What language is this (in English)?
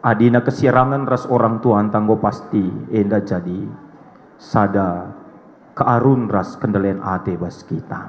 Batak Karo